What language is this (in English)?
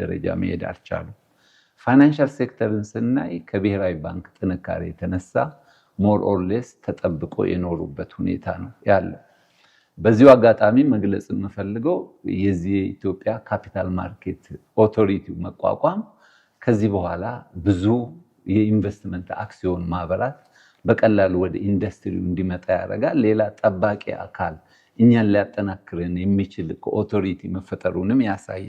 Amharic